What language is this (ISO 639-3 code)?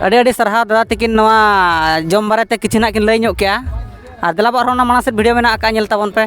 sat